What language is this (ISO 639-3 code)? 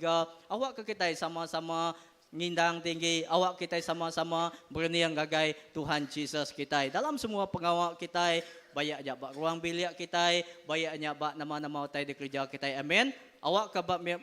iba